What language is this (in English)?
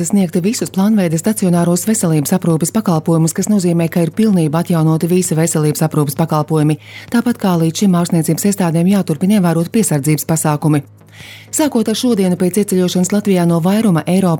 Latvian